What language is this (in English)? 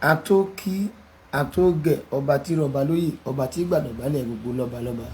Yoruba